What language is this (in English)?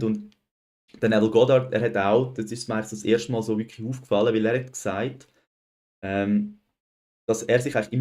Swiss German